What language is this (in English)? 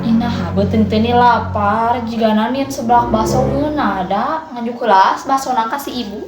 Sundanese